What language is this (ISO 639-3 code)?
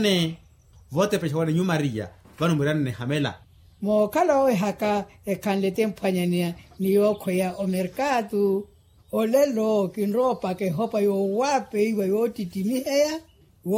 vmw